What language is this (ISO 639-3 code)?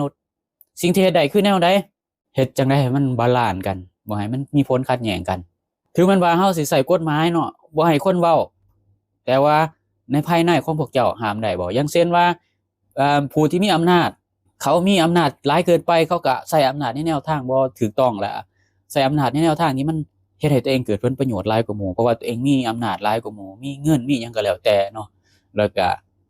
lao